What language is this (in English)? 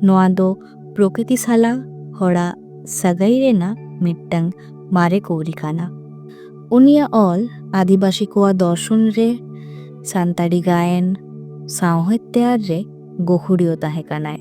Santali